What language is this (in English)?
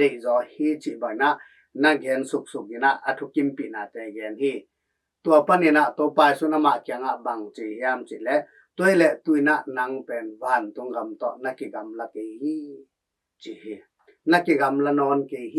Tedim Chin